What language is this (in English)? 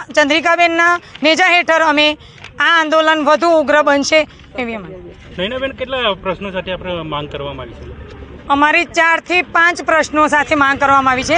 Gujarati